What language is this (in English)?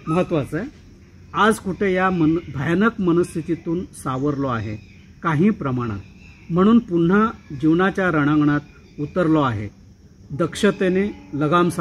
Marathi